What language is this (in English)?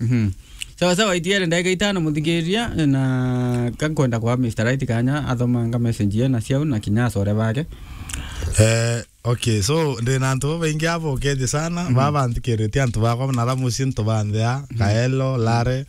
Meru